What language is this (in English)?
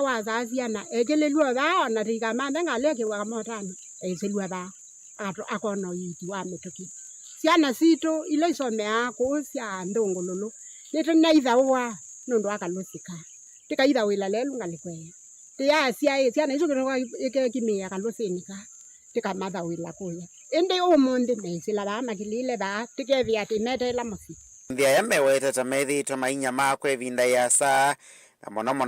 Kamba